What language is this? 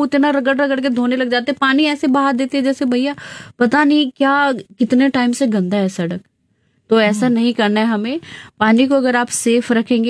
Hindi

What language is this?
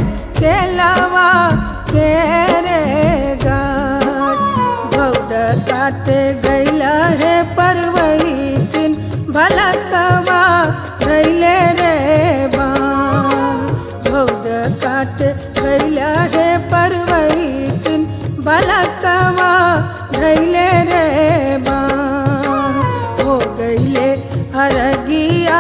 Bhojpuri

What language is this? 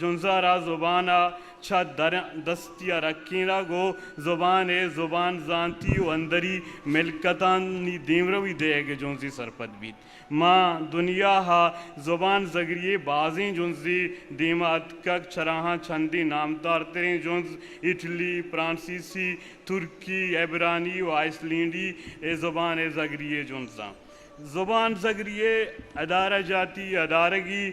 Eastern Balochi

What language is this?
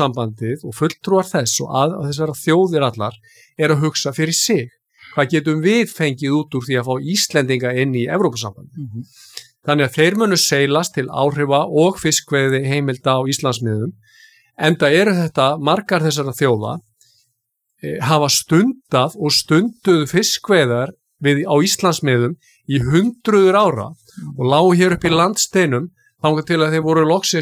Icelandic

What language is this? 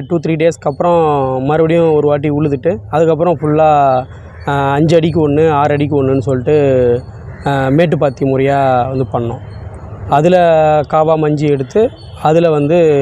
Tamil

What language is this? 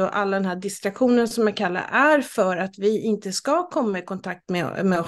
Swedish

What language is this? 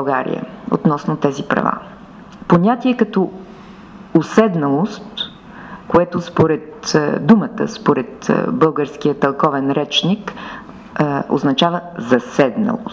Bulgarian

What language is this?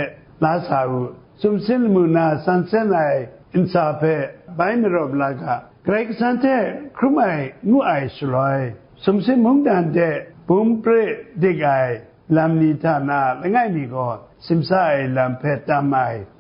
Kachin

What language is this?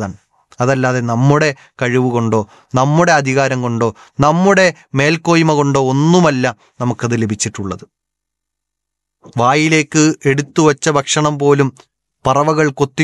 Malayalam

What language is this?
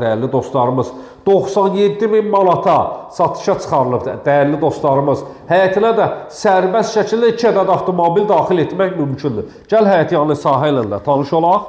Azerbaijani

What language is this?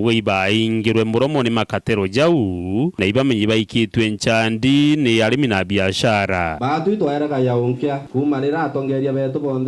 Meru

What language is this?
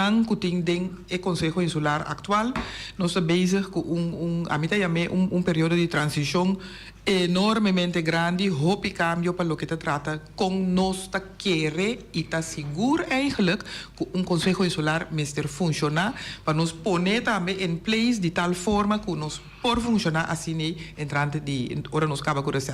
Papiamento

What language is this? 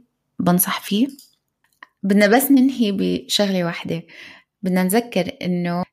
North Levantine Arabic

